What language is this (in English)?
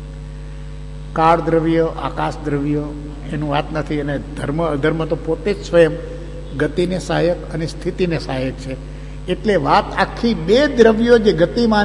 Gujarati